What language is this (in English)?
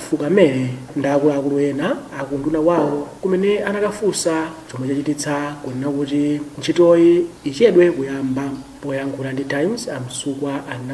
Nyanja